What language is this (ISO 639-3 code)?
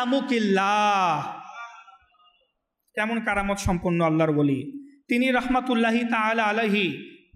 ben